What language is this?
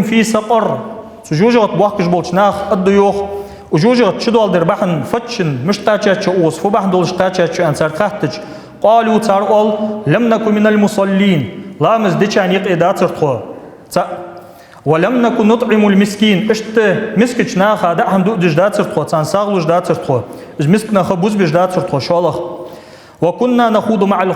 Ingush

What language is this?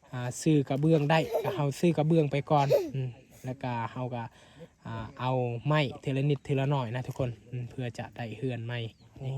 Lao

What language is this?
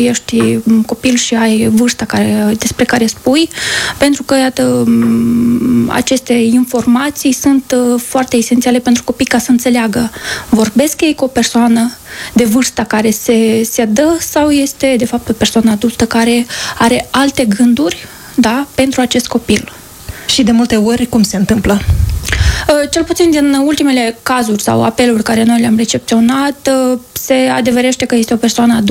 Romanian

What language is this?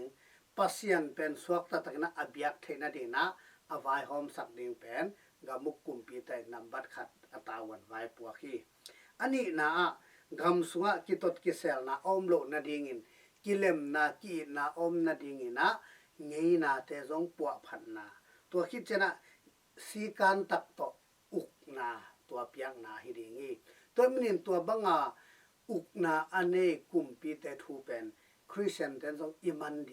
Tedim Chin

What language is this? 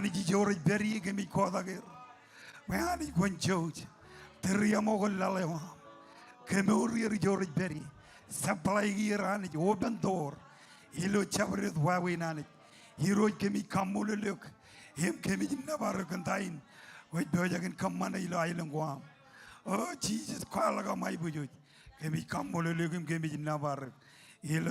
Marshallese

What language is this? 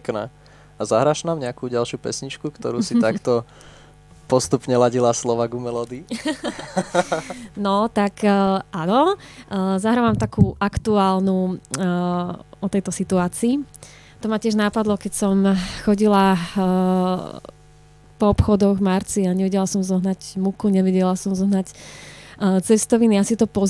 Slovak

